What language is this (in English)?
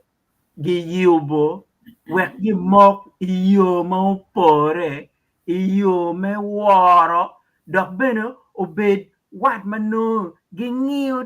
Acoli